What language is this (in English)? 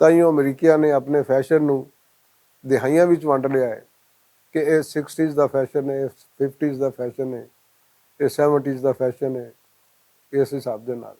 Western Panjabi